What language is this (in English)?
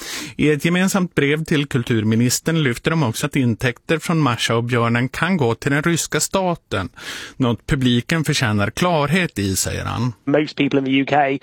Swedish